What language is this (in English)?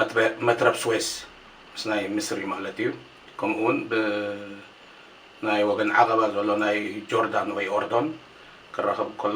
Tigrinya